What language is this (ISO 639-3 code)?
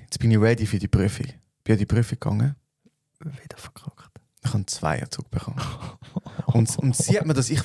gsw